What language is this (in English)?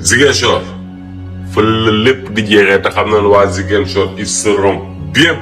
Wolof